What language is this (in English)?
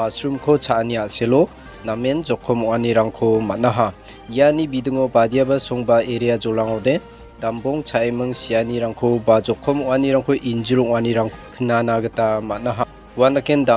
Garo